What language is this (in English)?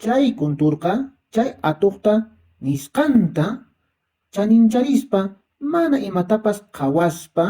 Quechua